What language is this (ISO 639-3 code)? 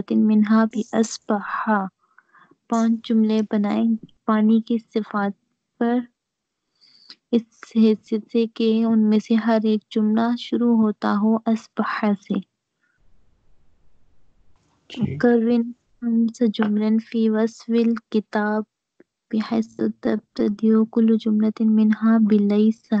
urd